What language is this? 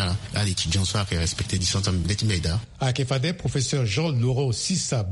Sango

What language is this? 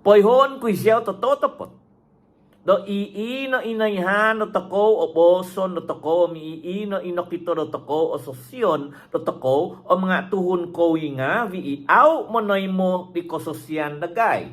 Central Dusun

